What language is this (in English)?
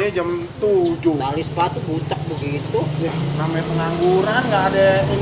Betawi